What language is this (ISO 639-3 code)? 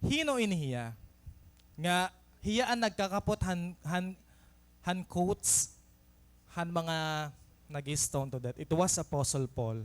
war